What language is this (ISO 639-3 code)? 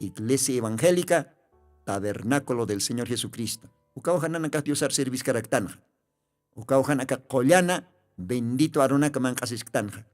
aym